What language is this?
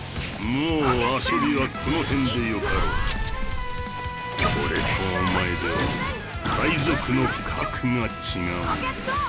Japanese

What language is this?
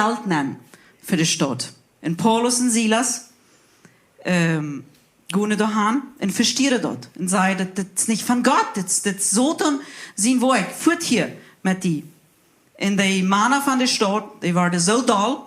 Plautdietsch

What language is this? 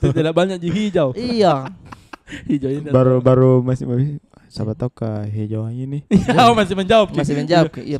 Makassar Malay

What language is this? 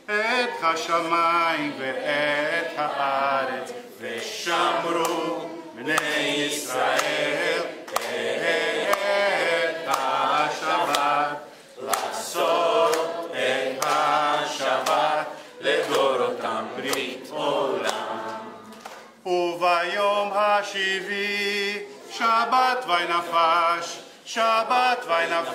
Hebrew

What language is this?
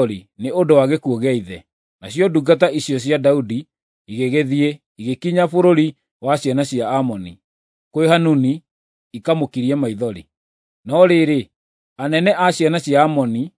Kikuyu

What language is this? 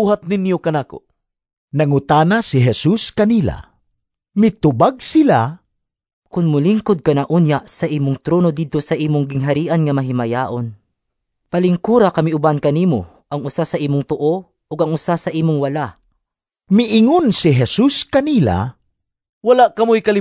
Cebuano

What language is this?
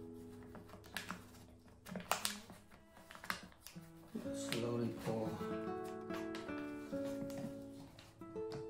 English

